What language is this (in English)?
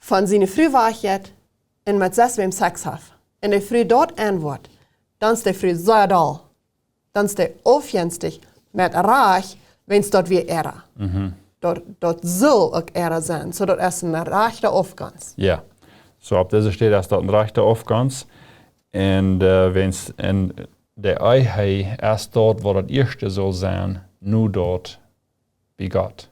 Plautdietsch